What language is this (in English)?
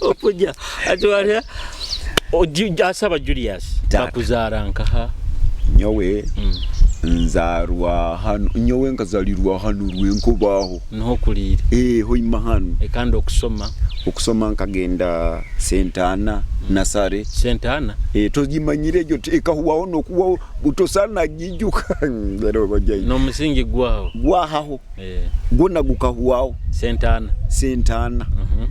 Nyoro